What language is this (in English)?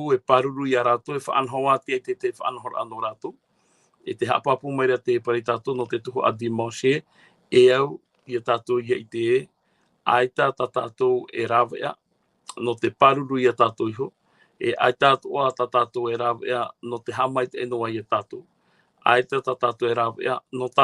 Tahitian